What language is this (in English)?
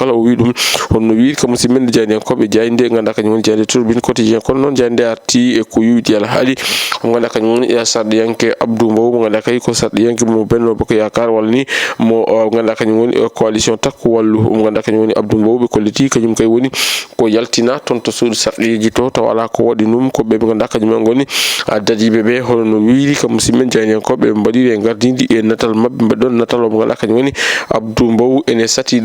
Fula